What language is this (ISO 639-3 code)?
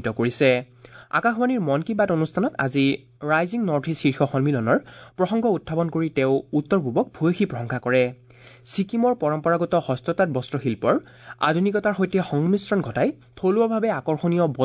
asm